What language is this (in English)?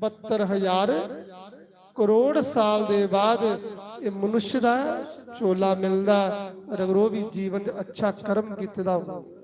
Dogri